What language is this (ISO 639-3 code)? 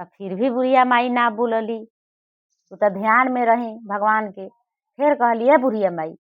bho